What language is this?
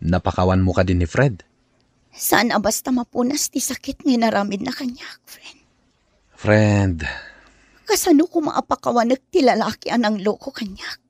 Iloko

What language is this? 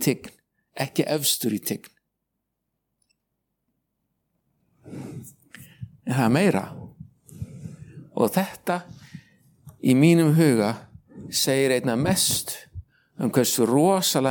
Icelandic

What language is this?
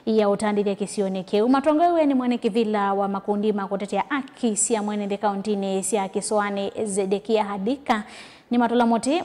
Kamba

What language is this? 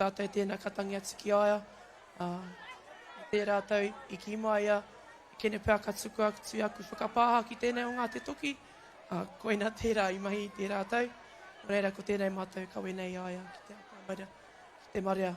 Māori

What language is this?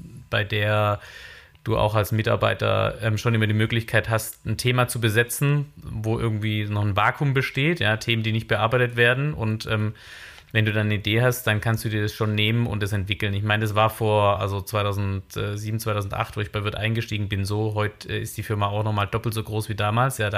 German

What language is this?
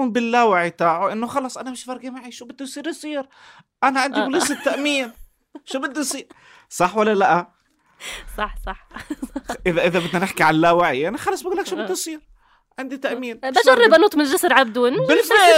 North Levantine Arabic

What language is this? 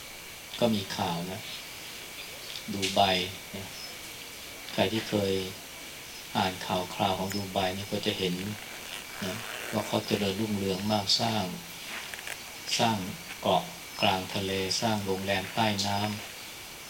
Thai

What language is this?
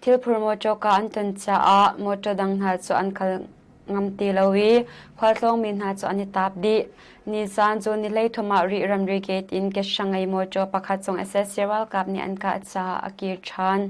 Hakha Chin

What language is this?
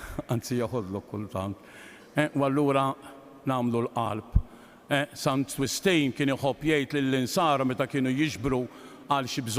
Maltese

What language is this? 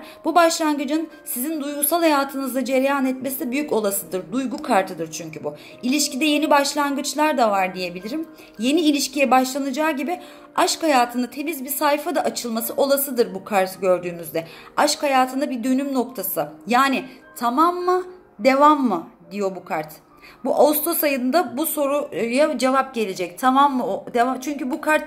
Turkish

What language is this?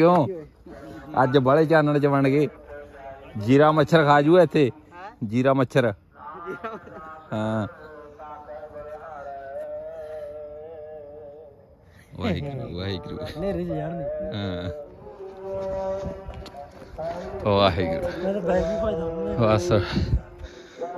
Punjabi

